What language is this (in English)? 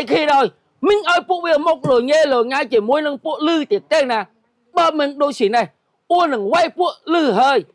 Khmer